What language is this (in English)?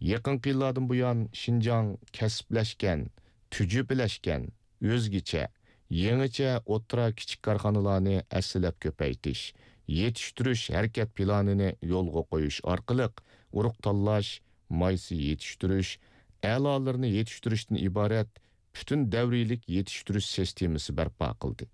Uyghur